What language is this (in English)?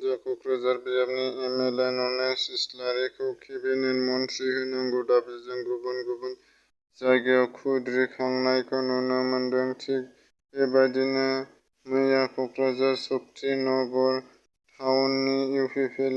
Bodo